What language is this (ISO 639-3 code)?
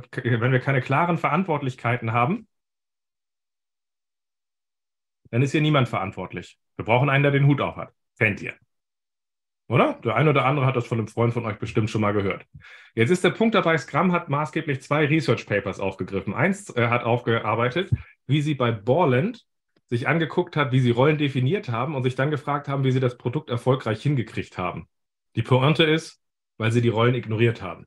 deu